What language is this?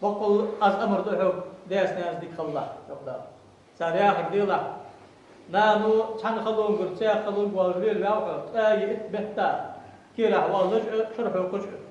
Ingush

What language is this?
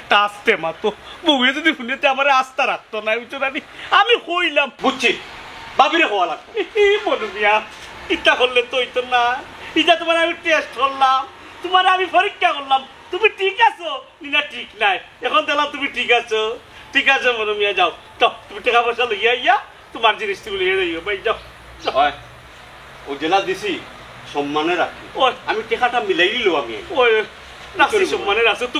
Sylheti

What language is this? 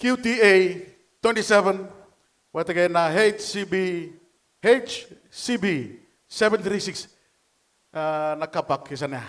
Fijian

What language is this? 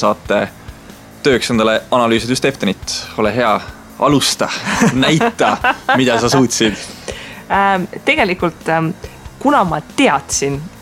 Estonian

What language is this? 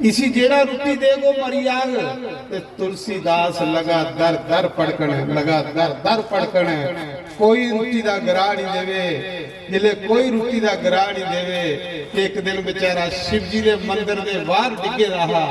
Dogri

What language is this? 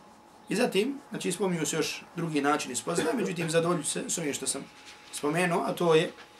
Bosnian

